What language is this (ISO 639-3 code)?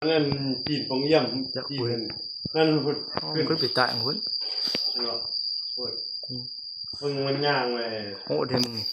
lao